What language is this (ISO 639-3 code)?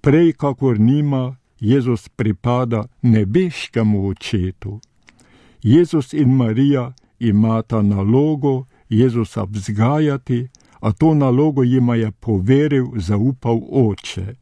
slv